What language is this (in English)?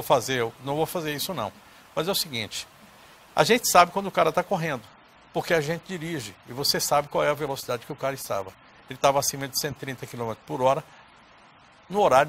Portuguese